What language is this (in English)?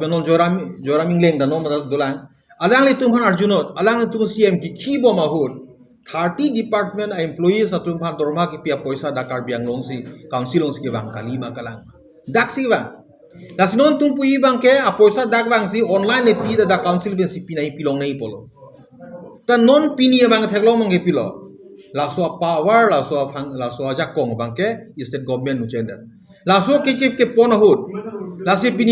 Karbi